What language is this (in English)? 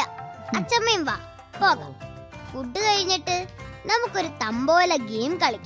Malayalam